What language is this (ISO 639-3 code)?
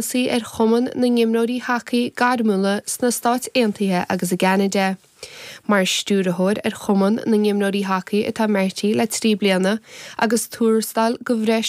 gle